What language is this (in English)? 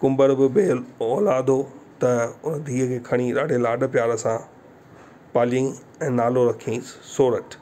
Sindhi